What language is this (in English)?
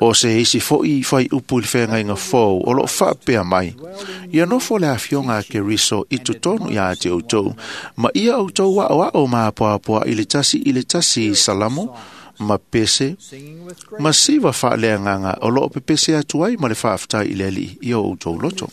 Samoan